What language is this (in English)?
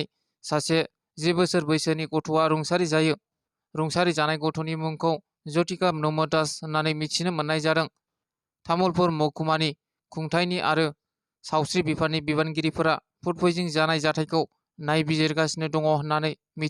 Bodo